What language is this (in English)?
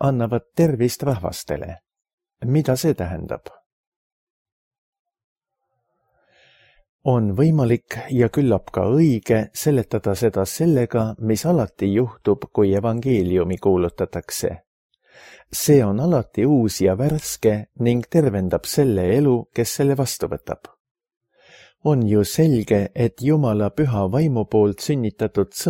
Estonian